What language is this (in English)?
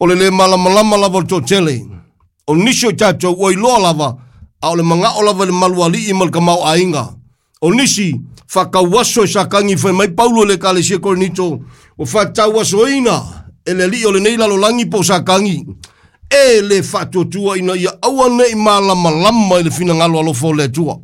Samoan